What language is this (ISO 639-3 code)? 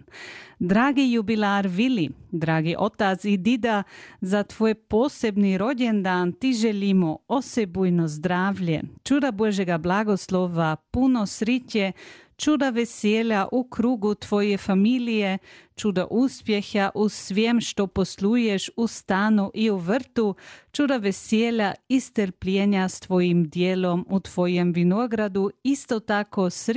hrv